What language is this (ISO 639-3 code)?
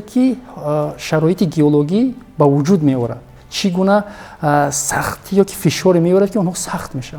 tgk